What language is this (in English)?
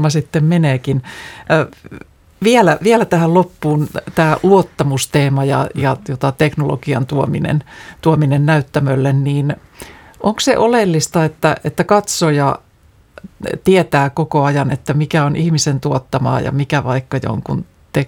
Finnish